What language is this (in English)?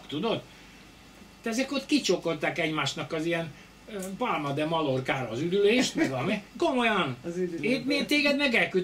Hungarian